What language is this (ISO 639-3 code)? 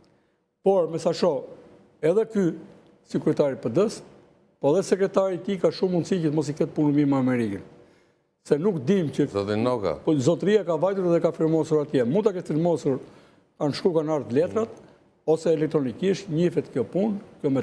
sqi